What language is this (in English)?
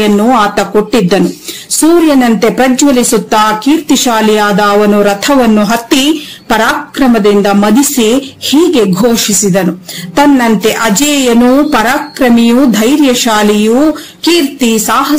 Kannada